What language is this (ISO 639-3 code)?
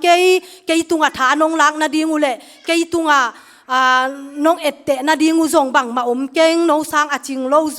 ctd